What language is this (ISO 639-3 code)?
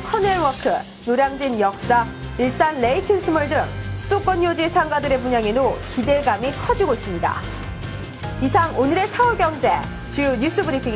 kor